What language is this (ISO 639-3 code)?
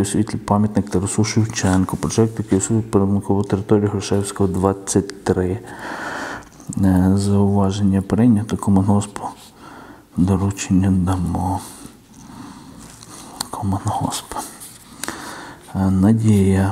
ukr